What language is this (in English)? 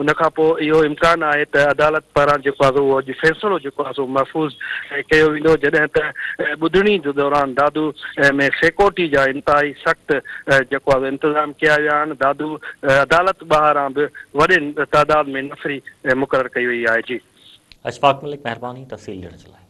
Sindhi